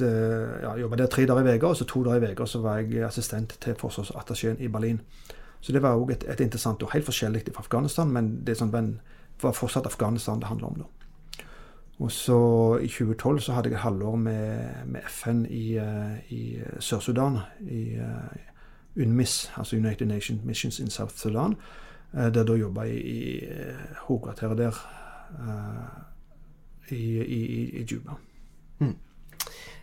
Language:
Norwegian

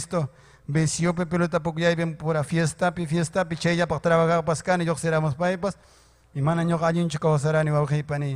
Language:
Ayacucho Quechua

